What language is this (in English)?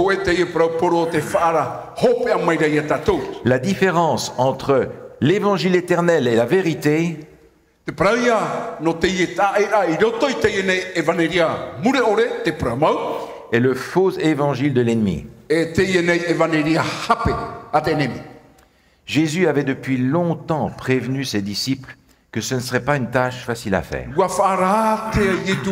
Tahitian